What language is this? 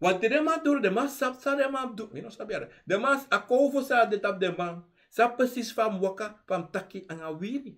Sranan Tongo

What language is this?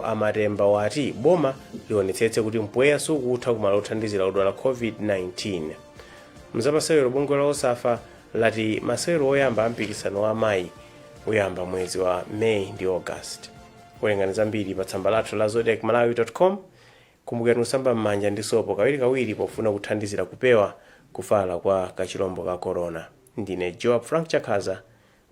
Nyanja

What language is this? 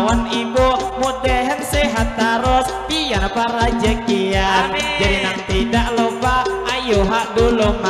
Banjar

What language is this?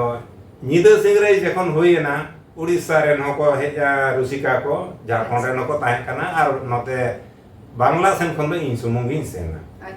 Santali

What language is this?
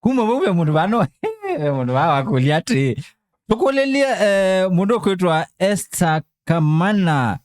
Kamba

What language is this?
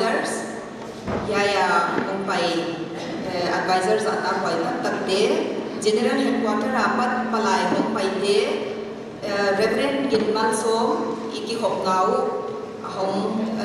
Paite Chin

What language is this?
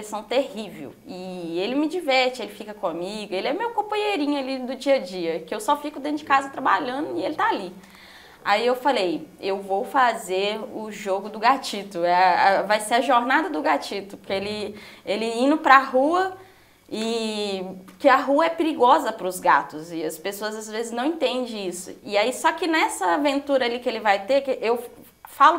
Portuguese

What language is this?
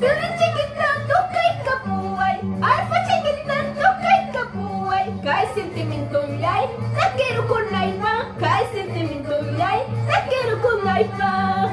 Ayacucho Quechua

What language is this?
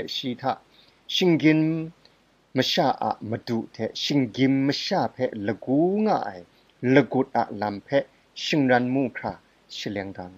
Kachin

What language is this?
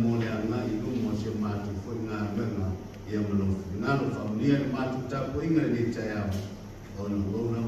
Samoan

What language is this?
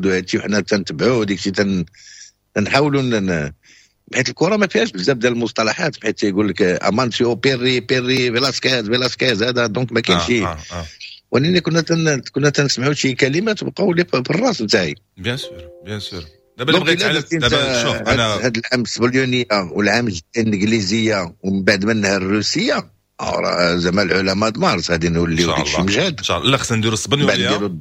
Moroccan Arabic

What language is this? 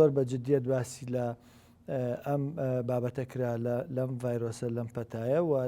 Central Kurdish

